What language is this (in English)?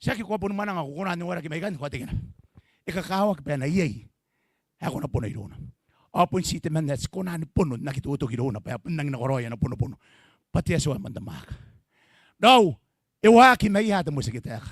Gilbertese